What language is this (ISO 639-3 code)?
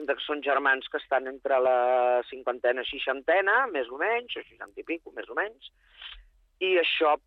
cat